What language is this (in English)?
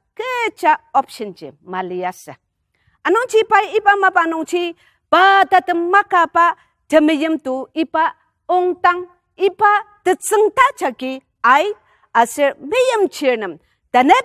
Ao Naga